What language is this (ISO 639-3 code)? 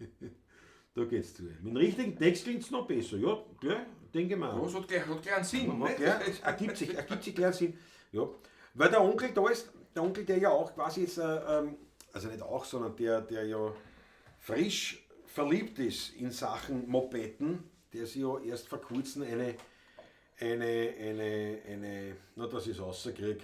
bar